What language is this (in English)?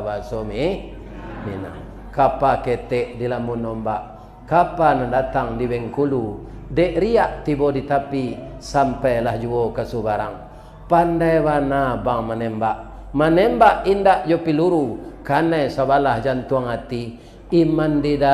Minangkabau